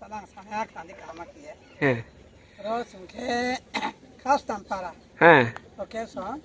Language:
Riang (India)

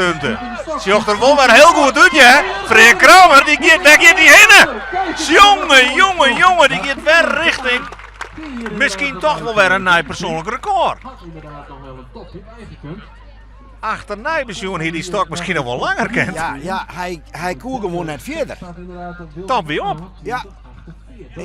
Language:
Western Frisian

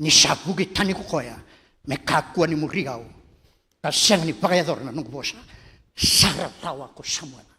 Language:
Fijian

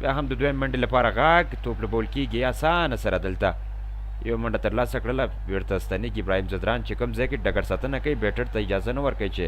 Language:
Pashto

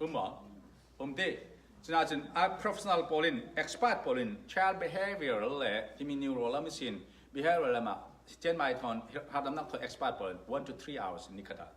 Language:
Falam Chin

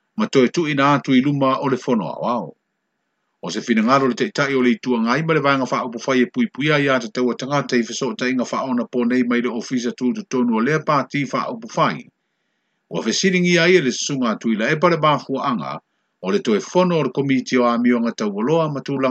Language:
Samoan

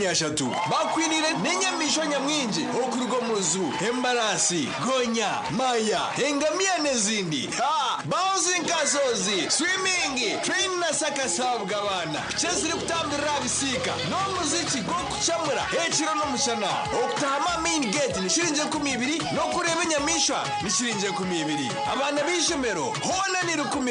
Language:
Nyankole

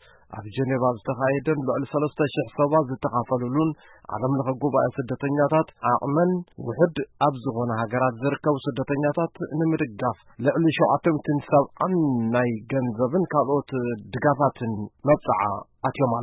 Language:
Tigrinya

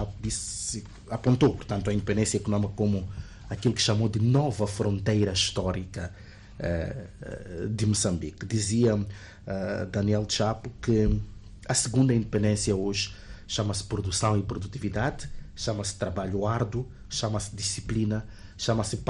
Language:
Portuguese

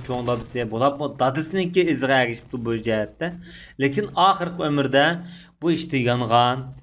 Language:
Uyghur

